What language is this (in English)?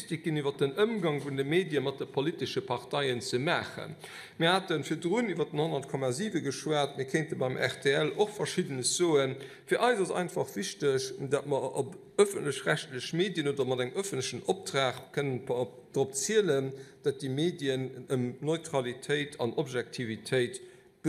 Luxembourgish